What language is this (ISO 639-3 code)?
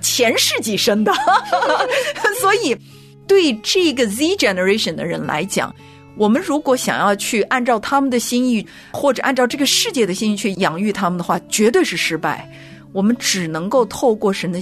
zho